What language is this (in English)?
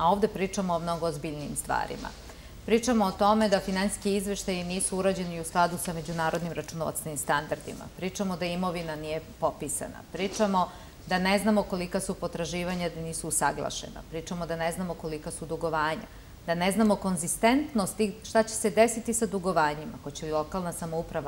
Serbian